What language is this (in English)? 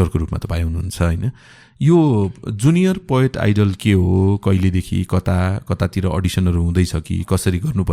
Nepali